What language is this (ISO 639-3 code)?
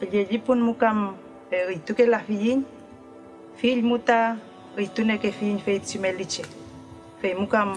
arn